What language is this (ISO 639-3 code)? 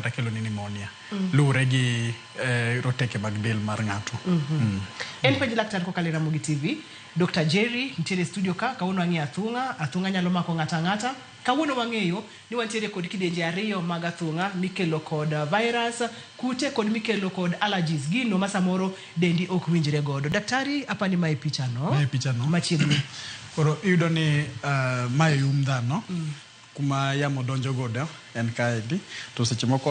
luo